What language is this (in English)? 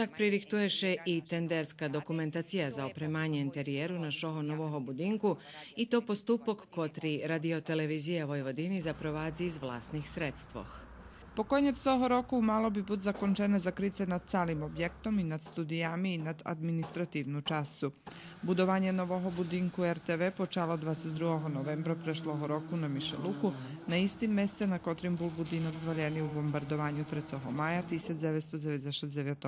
Rusyn